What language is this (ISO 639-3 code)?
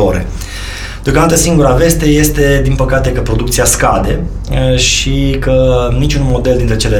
ron